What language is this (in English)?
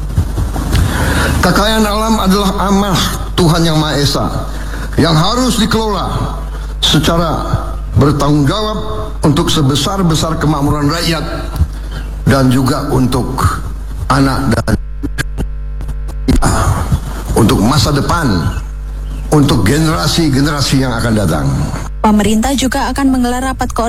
Indonesian